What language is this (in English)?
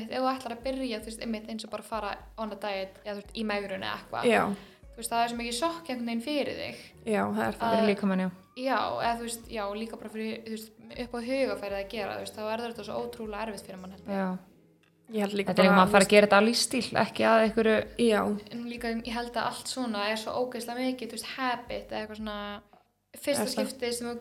Icelandic